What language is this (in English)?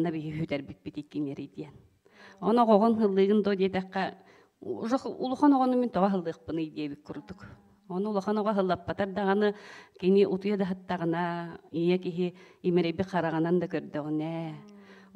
Yakut